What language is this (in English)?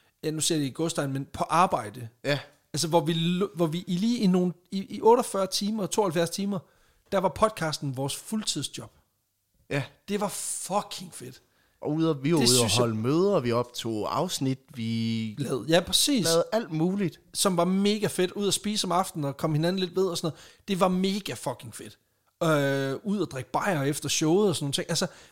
Danish